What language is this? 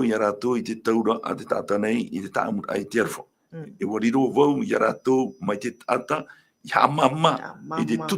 Tahitian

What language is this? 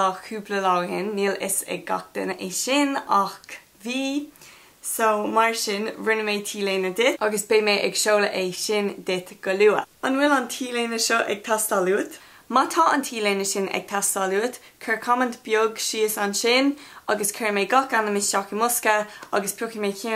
Irish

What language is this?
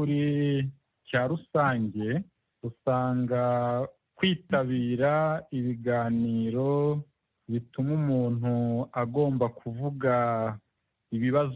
Kinyarwanda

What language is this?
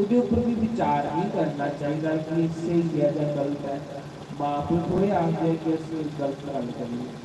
Dogri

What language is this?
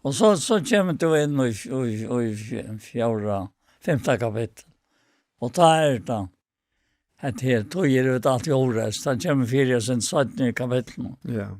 Faroese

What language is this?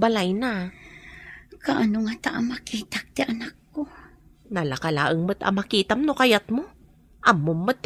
Iloko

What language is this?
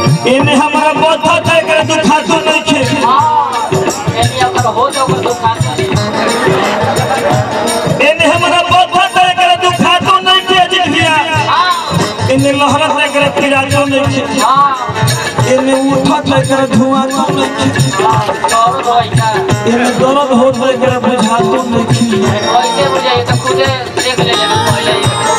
Bhojpuri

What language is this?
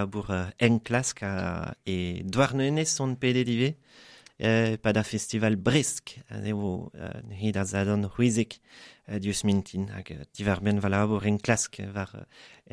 Breton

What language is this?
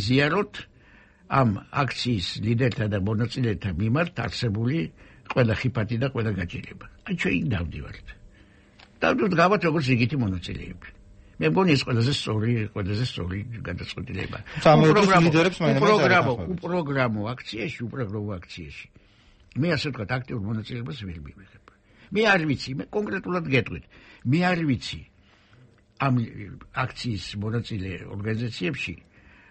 Georgian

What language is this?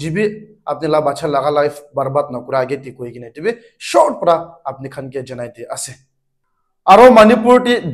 Naga Pidgin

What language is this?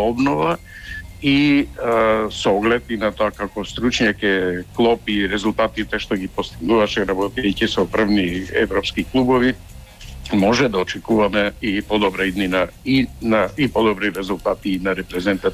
Macedonian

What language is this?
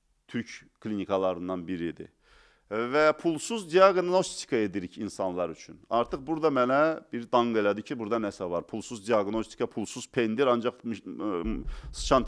Azerbaijani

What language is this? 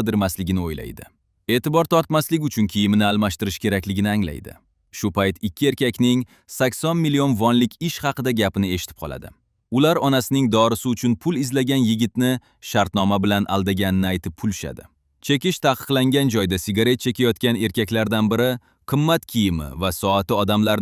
Uzbek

